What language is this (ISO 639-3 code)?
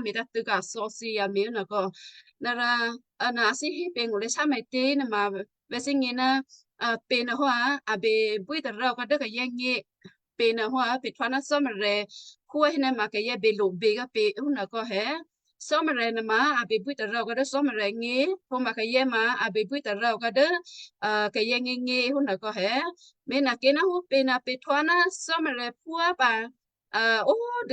kyu